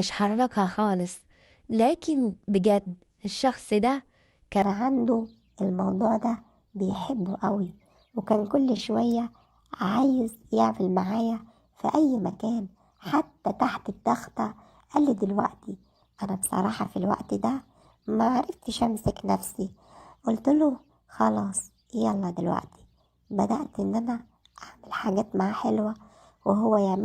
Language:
Egyptian Arabic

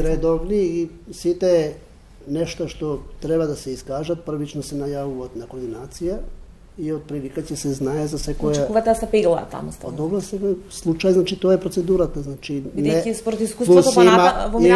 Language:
Macedonian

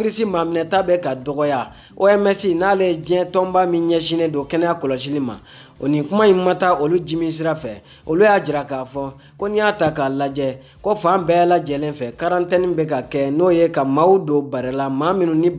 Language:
Bambara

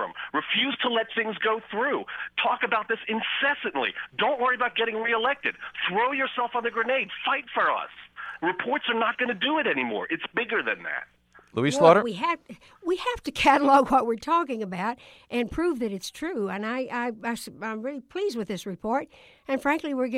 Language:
English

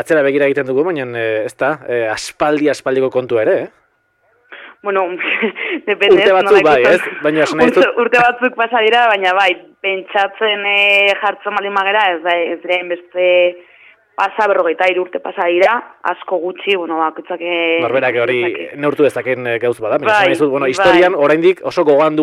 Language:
Basque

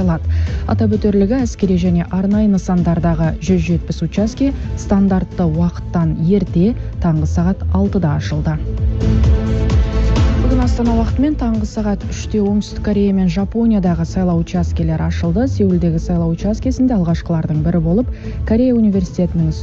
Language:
Kazakh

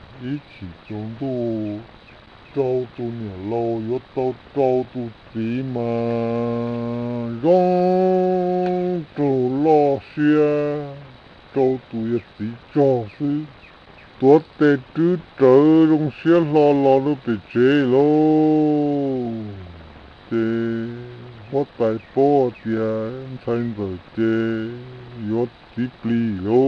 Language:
Hmong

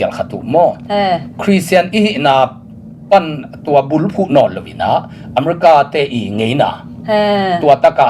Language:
Tedim Chin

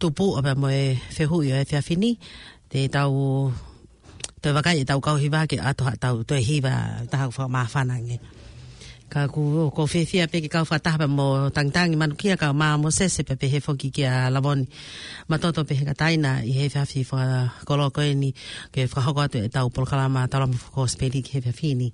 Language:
Tongan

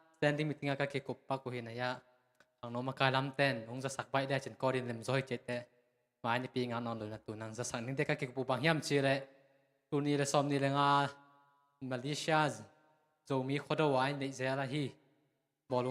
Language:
Tedim Chin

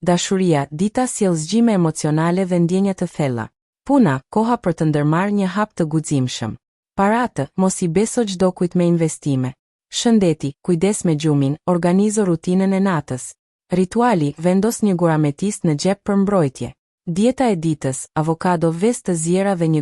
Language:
Albanian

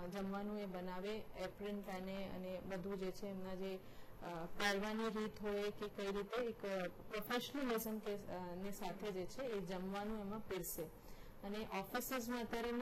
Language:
Gujarati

